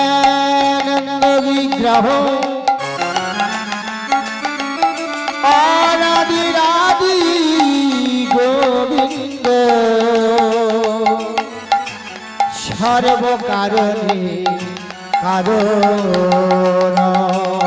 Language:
Bangla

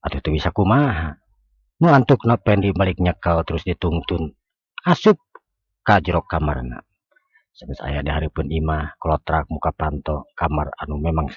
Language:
Sundanese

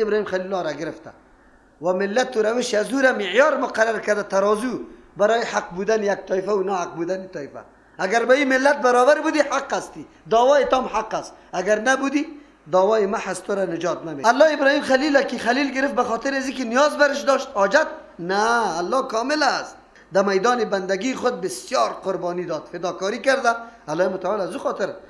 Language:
Persian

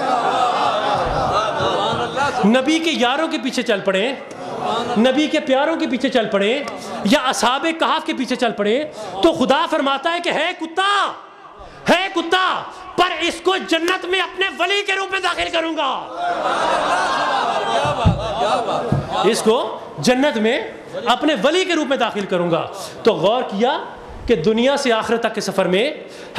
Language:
Urdu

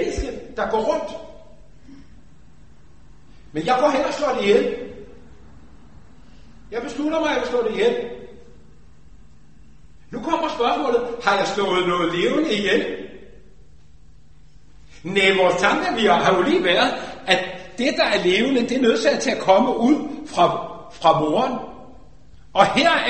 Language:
Danish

